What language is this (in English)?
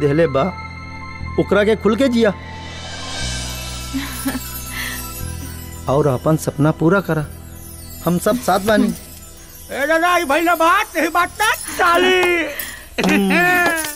Bhojpuri